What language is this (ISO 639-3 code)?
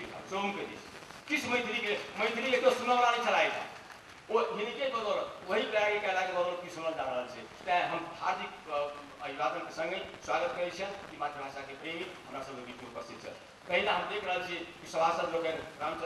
mai